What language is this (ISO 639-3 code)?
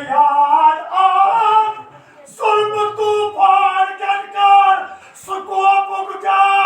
kas